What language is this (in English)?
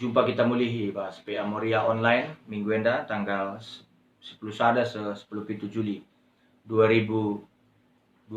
Batak Karo